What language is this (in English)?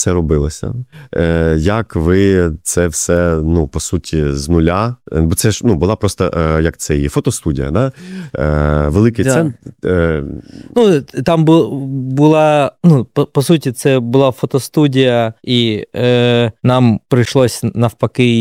Ukrainian